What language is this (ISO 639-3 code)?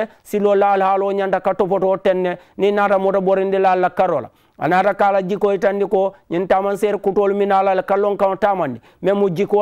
man